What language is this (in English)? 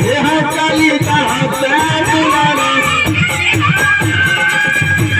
Maithili